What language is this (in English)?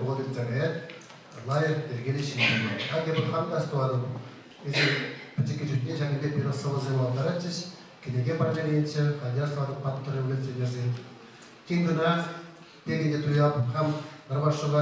Chuvash